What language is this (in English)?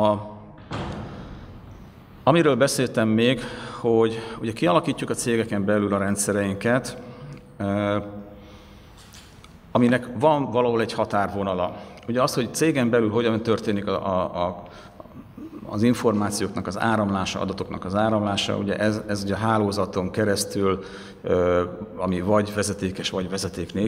Hungarian